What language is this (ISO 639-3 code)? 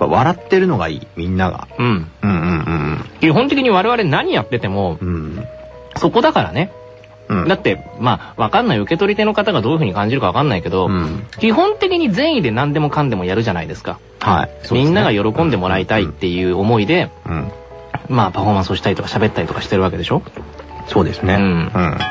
jpn